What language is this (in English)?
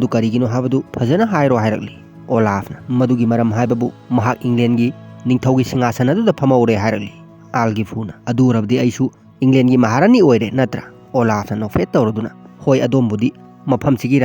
Manipuri